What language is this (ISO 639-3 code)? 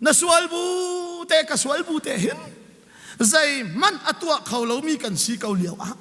cnh